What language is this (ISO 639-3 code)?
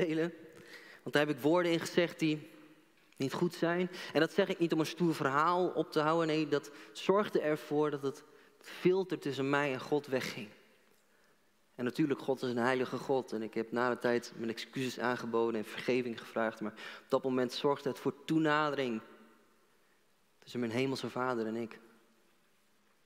nld